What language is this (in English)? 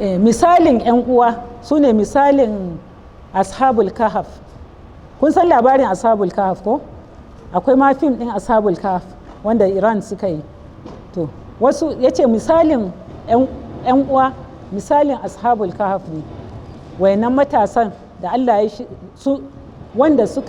Hausa